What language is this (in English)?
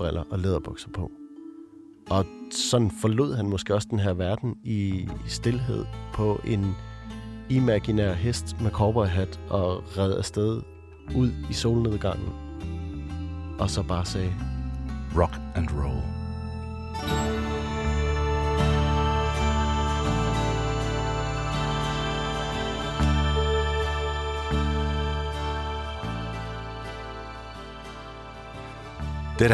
Danish